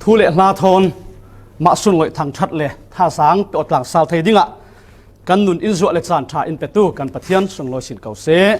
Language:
Falam Chin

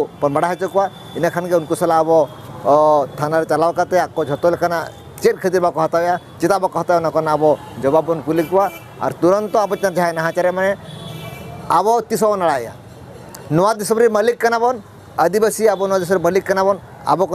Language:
Santali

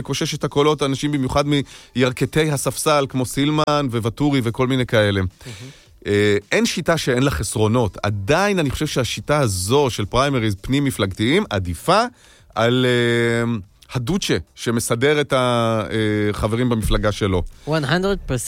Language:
Hebrew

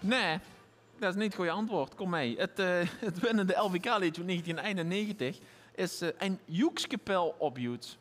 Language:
Limburgish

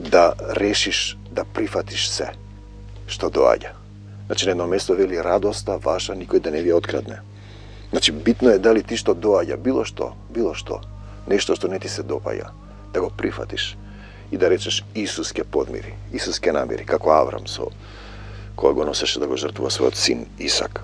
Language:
Macedonian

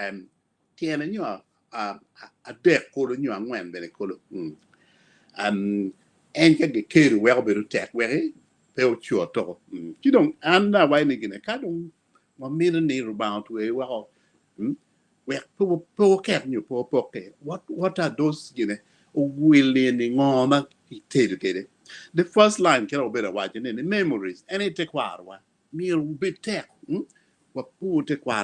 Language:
Acoli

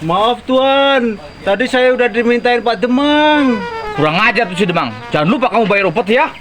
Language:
Betawi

